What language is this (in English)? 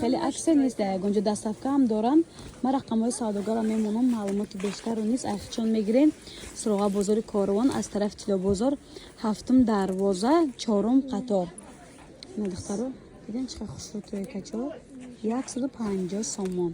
Tajik